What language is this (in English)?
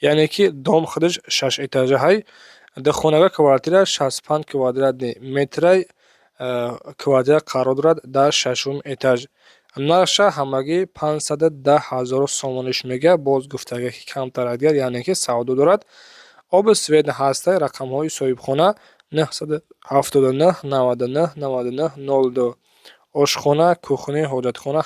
Tajik